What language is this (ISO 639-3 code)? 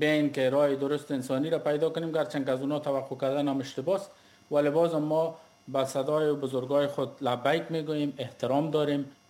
fas